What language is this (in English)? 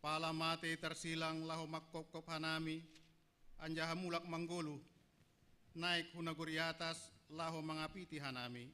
Batak Simalungun